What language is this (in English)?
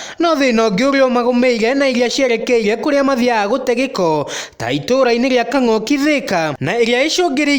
Kikuyu